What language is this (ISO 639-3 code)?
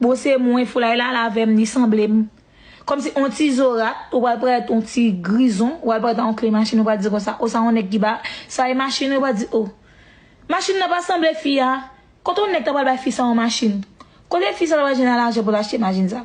hat